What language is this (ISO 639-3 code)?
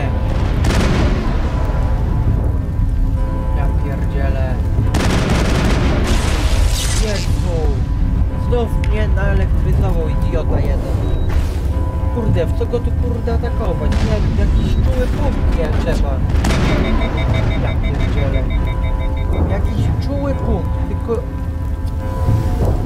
pol